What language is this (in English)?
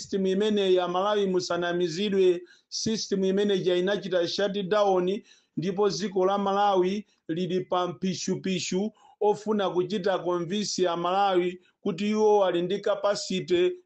Nyanja